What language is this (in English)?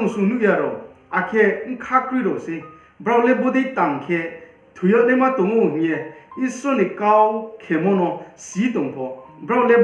Riang (India)